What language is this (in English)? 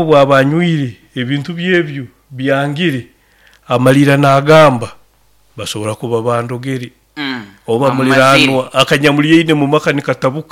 Nyoro